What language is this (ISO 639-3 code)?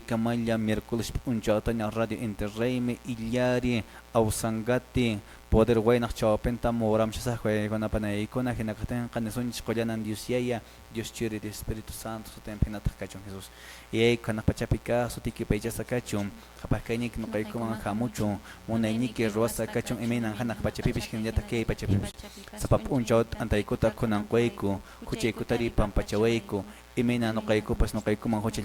que